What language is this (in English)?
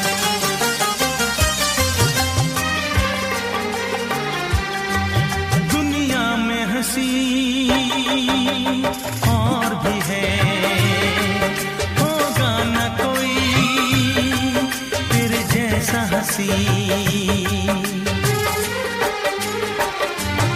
Hindi